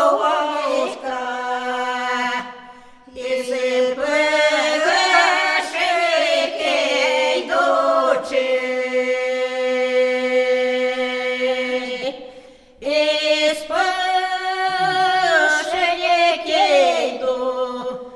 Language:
Ukrainian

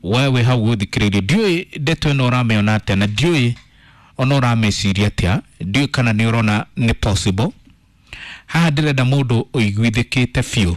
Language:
Kikuyu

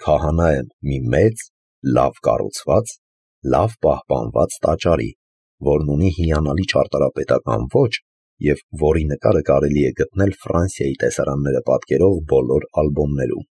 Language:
Armenian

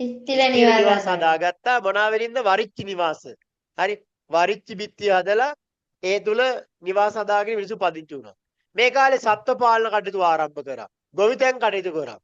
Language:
Sinhala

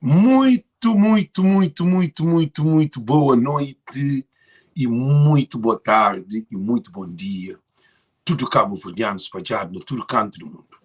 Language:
Kabuverdianu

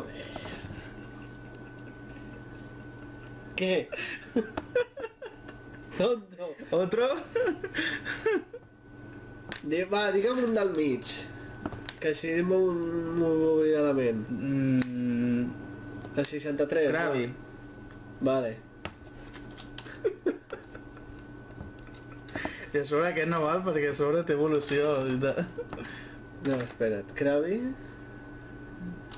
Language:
Catalan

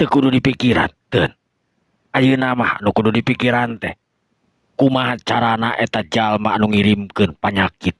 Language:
Sundanese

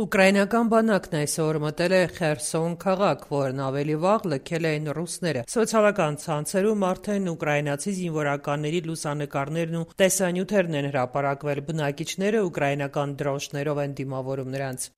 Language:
Armenian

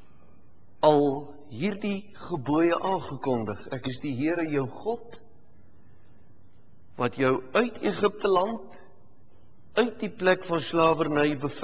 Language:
Afrikaans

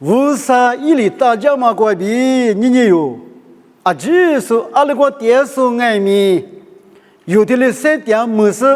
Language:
Lisu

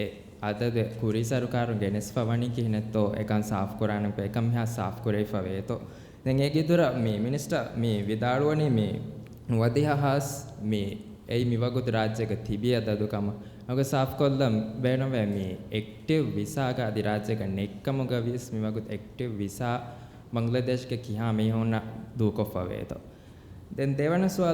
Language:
Divehi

